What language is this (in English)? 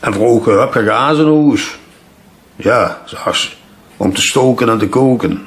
Limburgish